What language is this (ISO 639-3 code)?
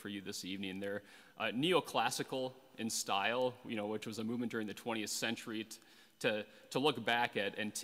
eng